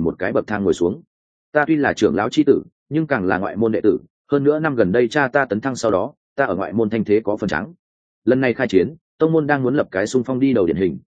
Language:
Vietnamese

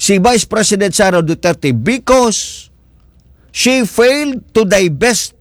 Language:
Cebuano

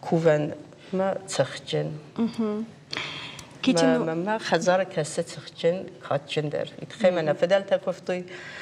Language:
Ossetic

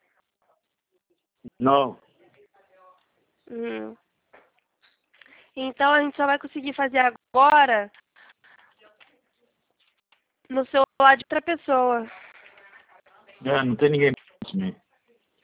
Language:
Portuguese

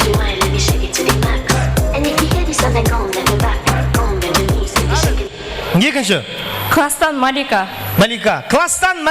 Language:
Kara-Kalpak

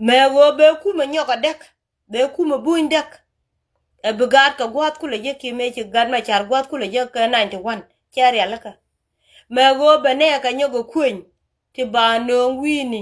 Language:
Nuer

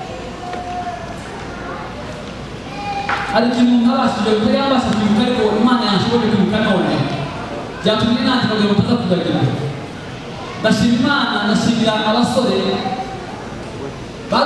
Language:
Kinyarwanda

